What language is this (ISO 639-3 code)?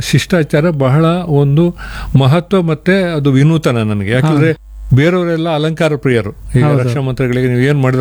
kan